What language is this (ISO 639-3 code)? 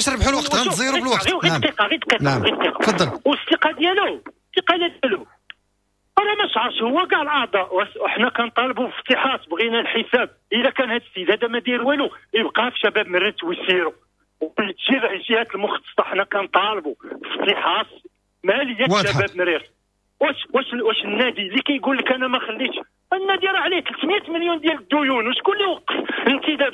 ary